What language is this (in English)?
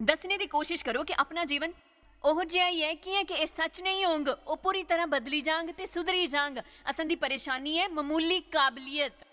Dogri